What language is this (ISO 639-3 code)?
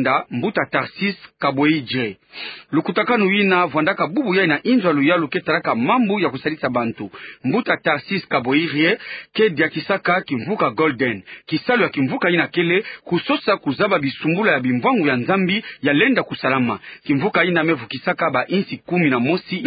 ktu